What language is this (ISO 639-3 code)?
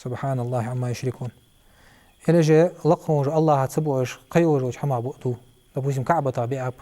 inh